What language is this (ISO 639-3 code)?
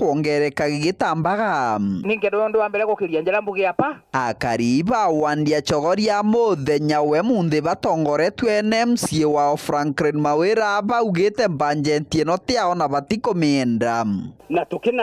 mer